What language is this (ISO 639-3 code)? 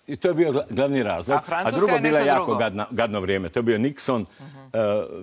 hrv